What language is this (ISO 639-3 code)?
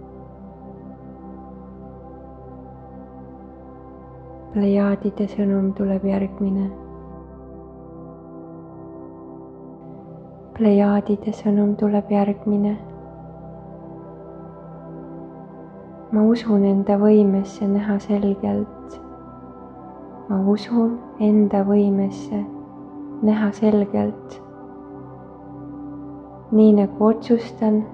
est